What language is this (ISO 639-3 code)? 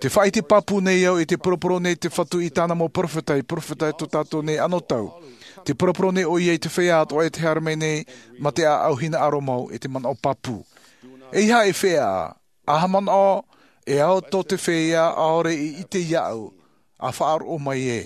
tah